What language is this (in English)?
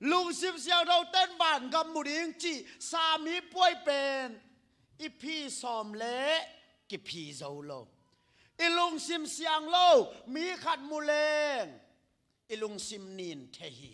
Tedim Chin